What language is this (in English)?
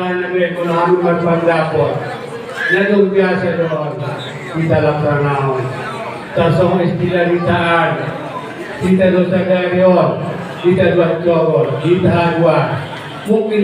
Batak Toba